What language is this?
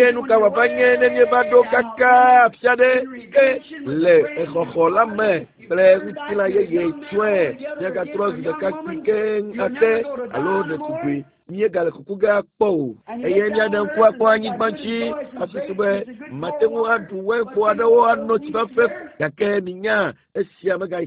Ewe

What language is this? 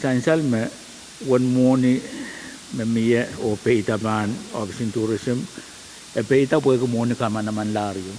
Pohnpeian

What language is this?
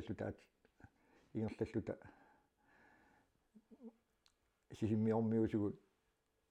Kalaallisut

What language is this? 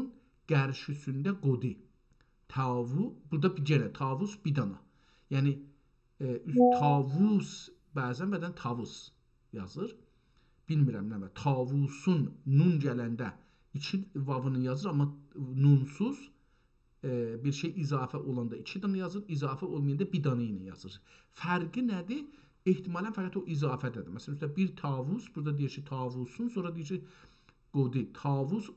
South Azerbaijani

